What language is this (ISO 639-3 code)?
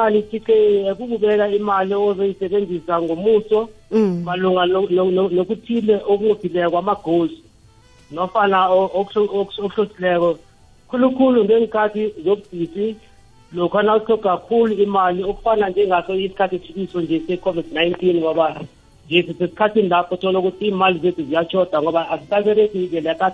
nbl